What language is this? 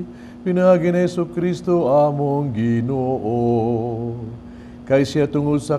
Cebuano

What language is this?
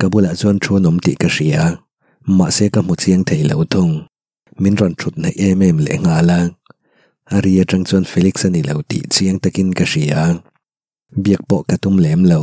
Mizo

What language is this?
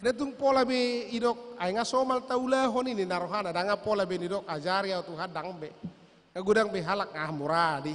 Batak Toba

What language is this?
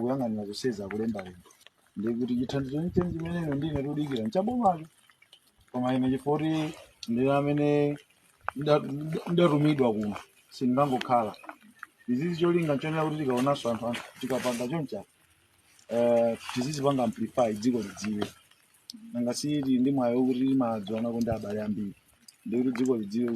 Nyanja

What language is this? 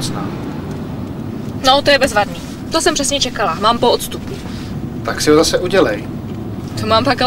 Czech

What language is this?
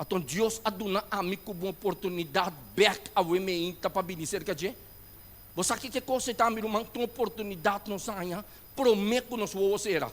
Papiamento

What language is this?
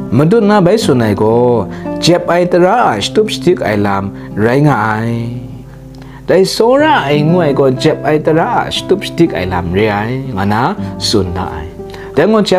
Kachin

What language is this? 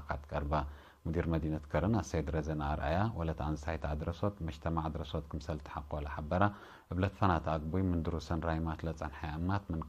Tigre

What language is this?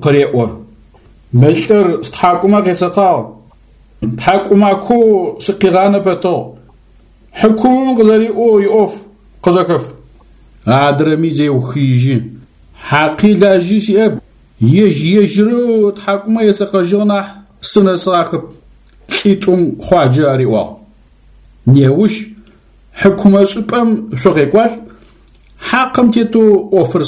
Adyghe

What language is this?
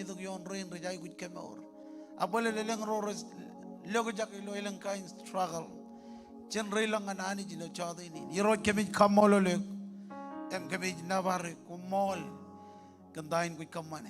Marshallese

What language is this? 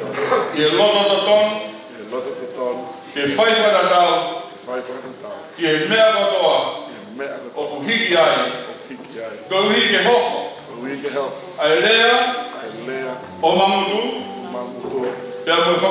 Tongan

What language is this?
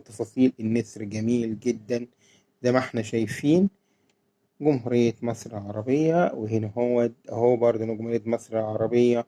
Egyptian Arabic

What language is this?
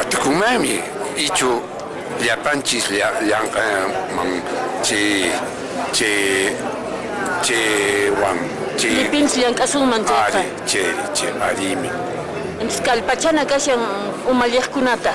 Quechua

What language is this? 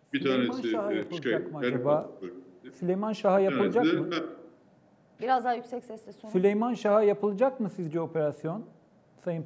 Turkish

